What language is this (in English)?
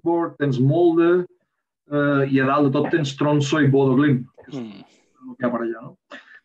Catalan